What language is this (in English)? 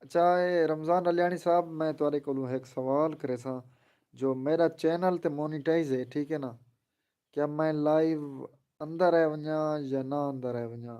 Saraiki